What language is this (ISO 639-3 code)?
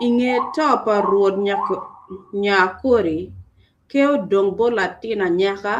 ach